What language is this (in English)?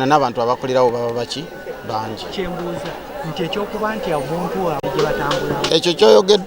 Ganda